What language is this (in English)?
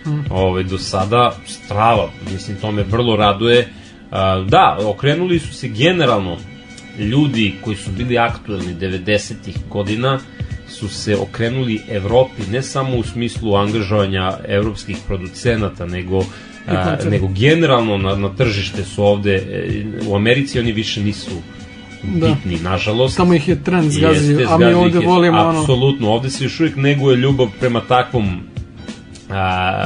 Serbian